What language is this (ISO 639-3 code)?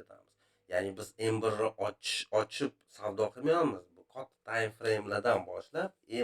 uzb